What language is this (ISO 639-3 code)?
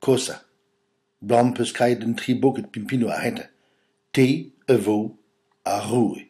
bre